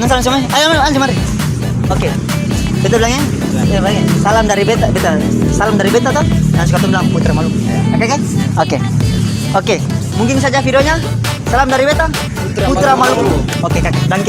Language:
Ambonese Malay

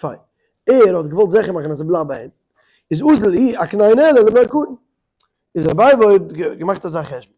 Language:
Yiddish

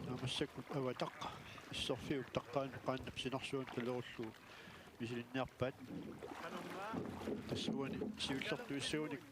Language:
Kalaallisut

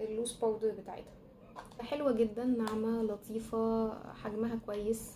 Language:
Egyptian Arabic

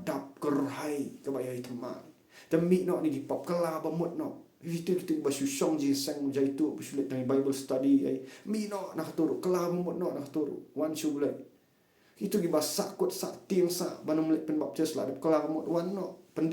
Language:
Khasi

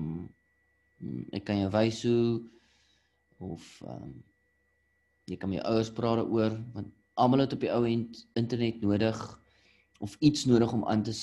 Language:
Afrikaans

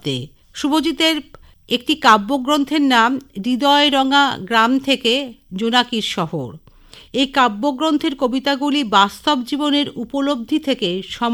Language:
Bangla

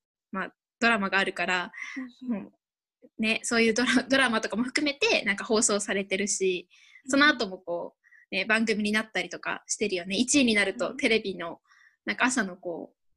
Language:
Japanese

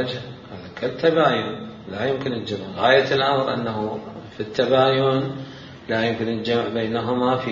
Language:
Mesopotamian Arabic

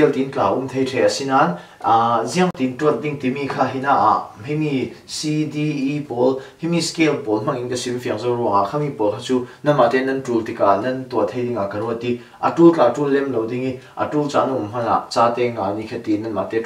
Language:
Falam Chin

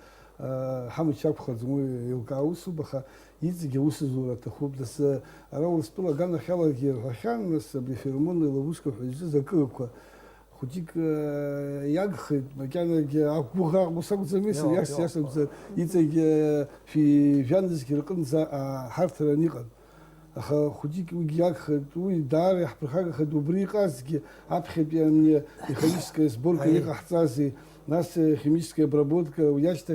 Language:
Abkhazian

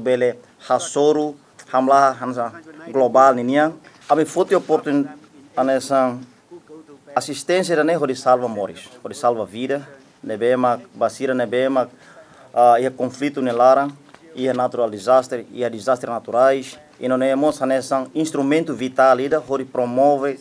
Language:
Tetum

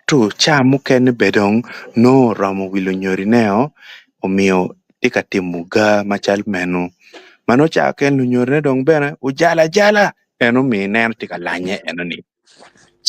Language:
Acoli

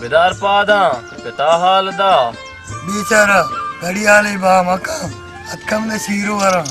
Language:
Baluchi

